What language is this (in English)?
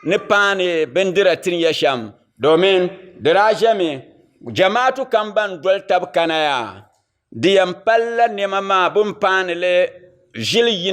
Dagbani